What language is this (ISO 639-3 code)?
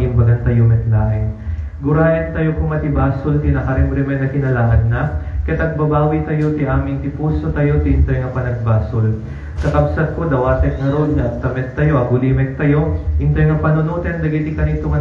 ilo